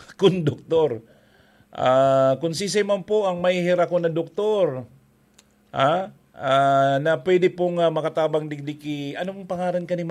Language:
Bikol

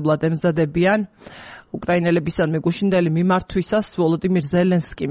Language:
Georgian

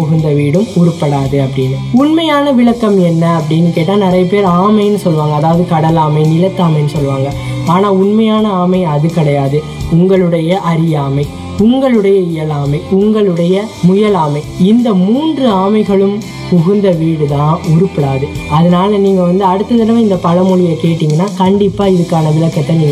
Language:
Tamil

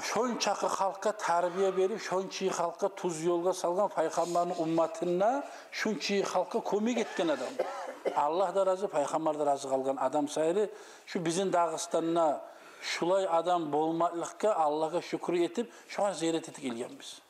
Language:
Kumyk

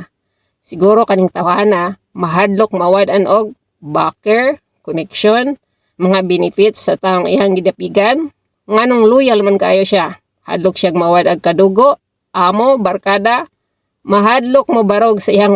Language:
Cebuano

